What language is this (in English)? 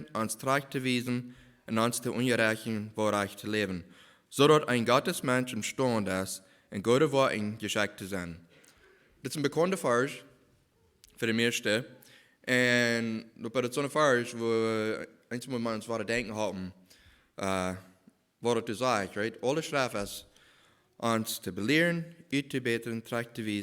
Plautdietsch